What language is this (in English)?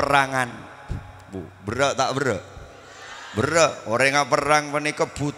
Madurese